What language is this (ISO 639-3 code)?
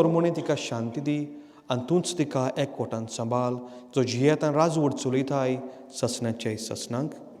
kok